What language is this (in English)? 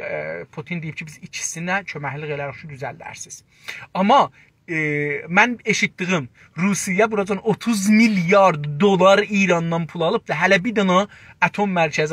South Azerbaijani